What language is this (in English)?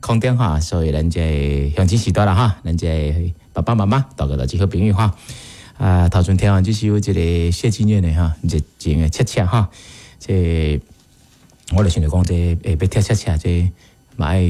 Min Nan Chinese